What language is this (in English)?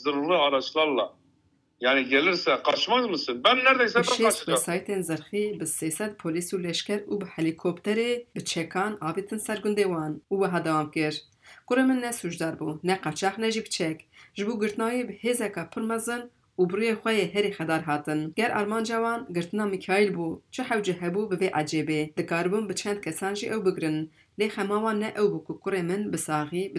Kurdish